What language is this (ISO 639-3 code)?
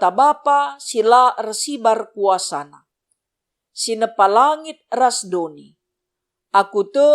btx